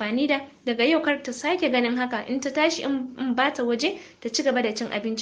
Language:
Hausa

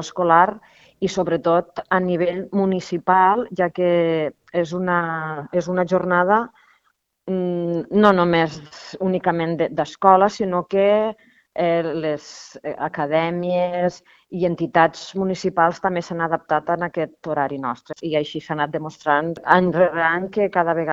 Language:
Catalan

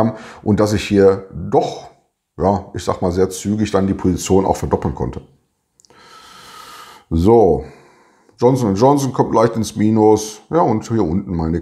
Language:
German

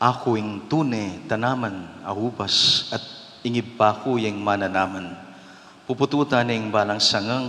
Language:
Pampanga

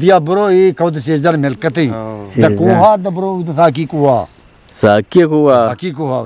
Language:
Eastern Balochi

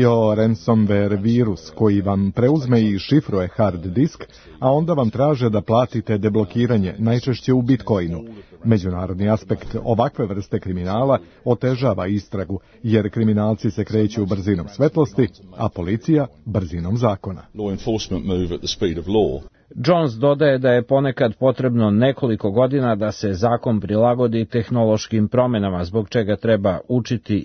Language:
Serbian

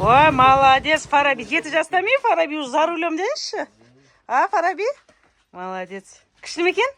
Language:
Kazakh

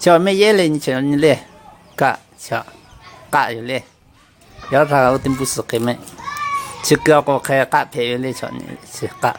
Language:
Lahu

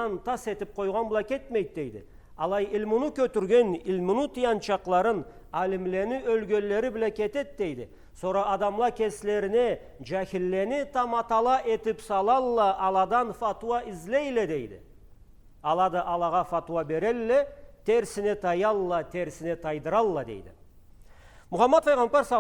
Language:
Karachay-Balkar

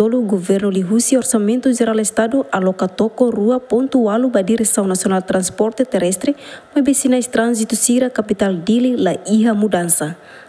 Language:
Tetum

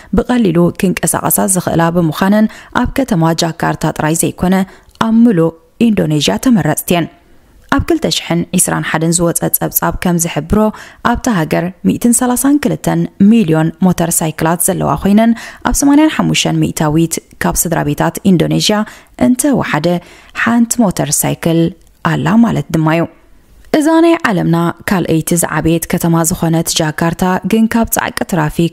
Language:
Tigrinya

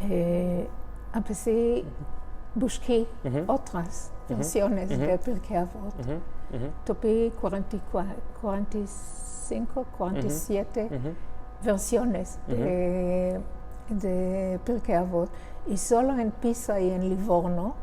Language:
Ladino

